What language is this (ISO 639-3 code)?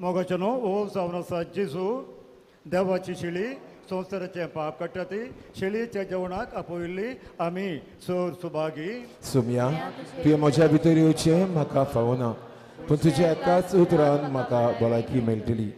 kok